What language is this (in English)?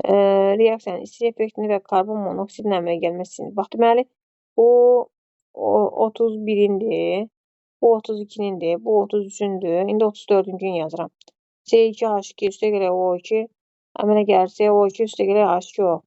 Azerbaijani